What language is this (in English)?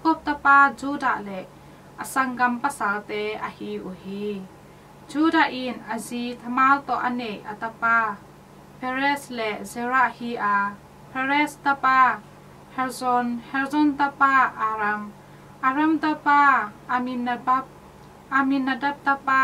Tedim Chin